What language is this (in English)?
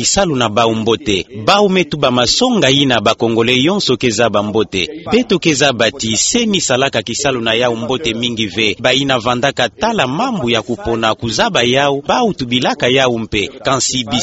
Kituba (Democratic Republic of Congo)